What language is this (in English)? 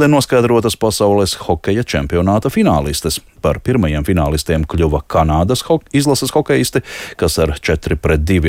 Latvian